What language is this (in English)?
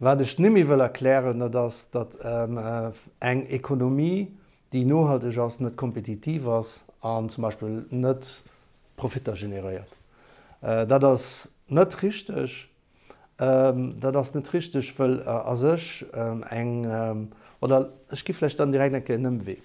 Luxembourgish